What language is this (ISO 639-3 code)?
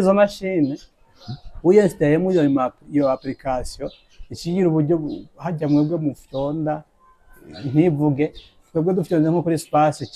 run